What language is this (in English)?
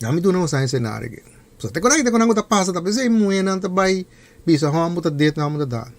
Papiamento